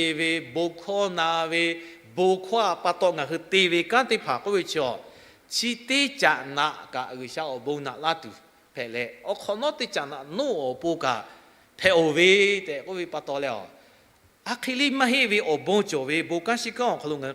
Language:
Lahu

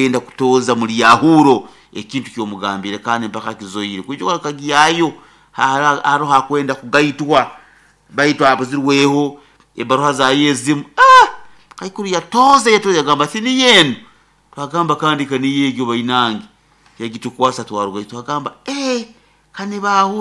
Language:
Nyoro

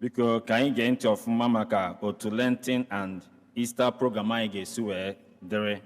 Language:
Igbo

